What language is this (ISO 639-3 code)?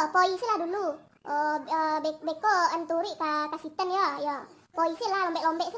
min